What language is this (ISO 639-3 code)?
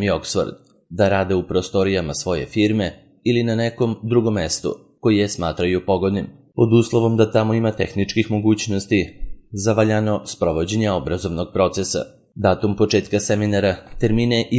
srp